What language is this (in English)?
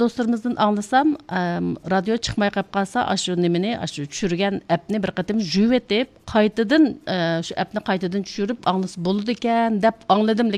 Uyghur